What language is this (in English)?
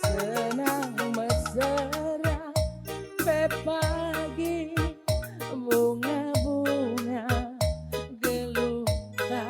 Batak Karo